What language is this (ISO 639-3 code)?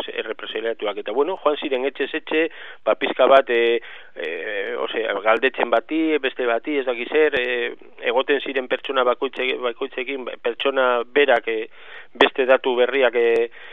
eus